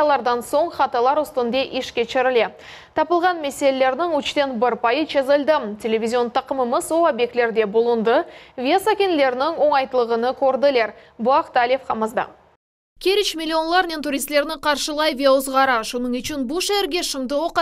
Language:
Crimean Tatar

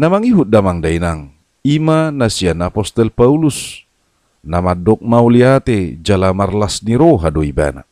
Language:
Batak Toba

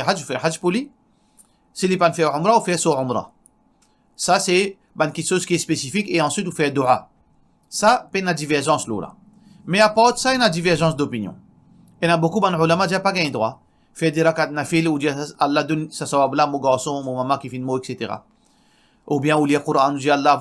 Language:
Morisyen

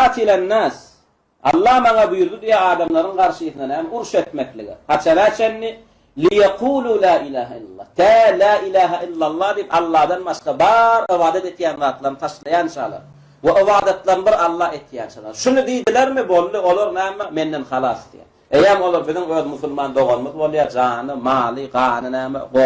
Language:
Turkmen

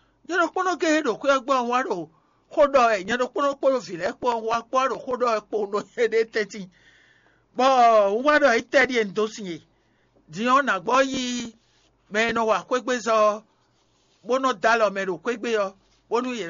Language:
Fon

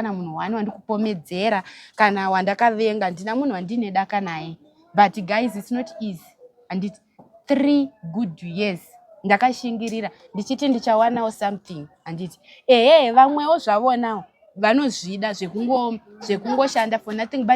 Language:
Shona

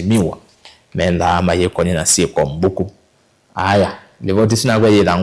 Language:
Kamba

